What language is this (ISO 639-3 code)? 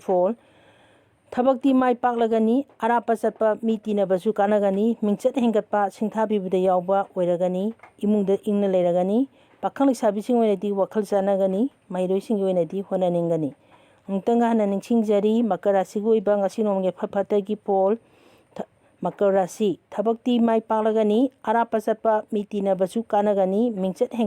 mni